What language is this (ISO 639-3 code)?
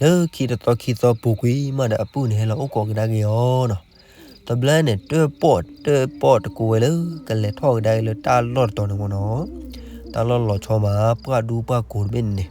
ksw